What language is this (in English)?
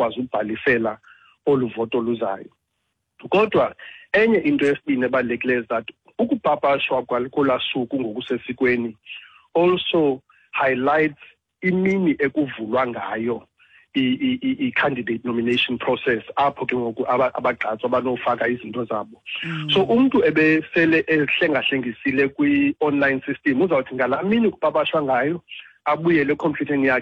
Xhosa